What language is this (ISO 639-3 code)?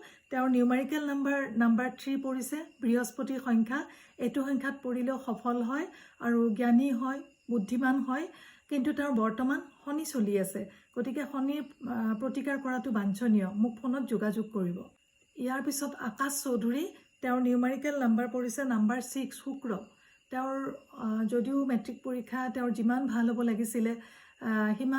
asm